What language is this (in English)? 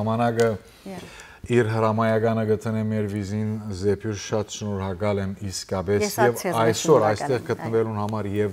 Western Armenian